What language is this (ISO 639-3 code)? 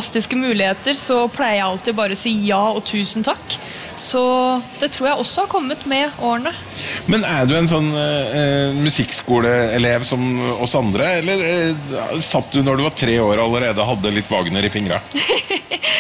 nor